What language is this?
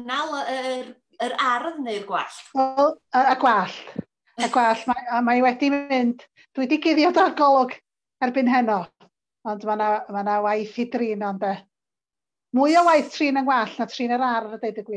Welsh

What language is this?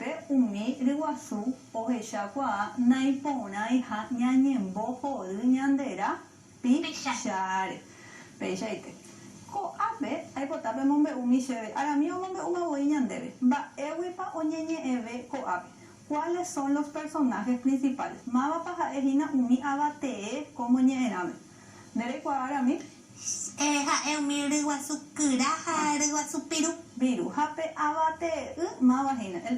Guarani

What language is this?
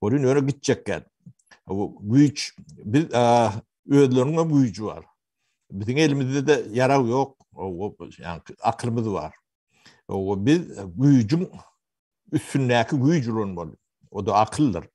Turkmen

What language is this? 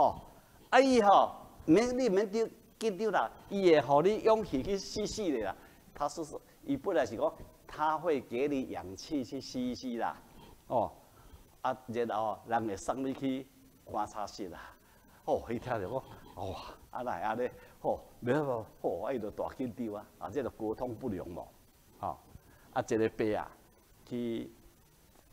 Min Nan Chinese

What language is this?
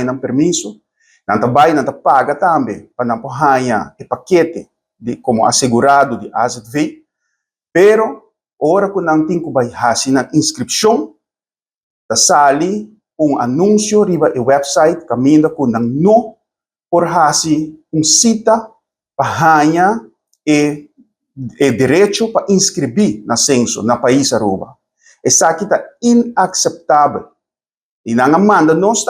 Papiamento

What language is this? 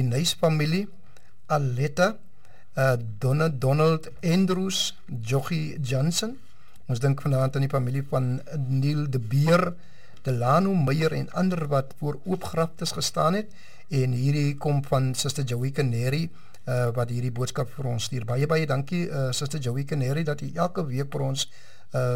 Afrikaans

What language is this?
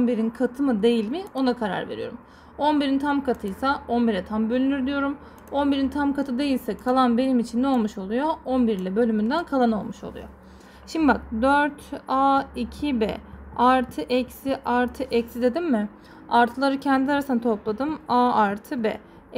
Turkish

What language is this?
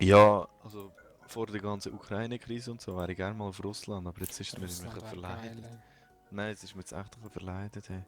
Swiss German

